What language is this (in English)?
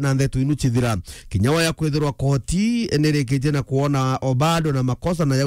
Meru